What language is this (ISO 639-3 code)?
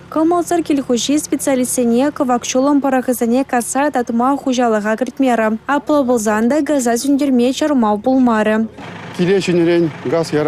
chv